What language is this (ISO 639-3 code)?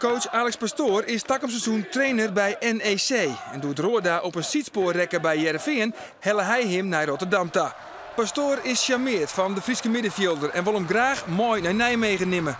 fry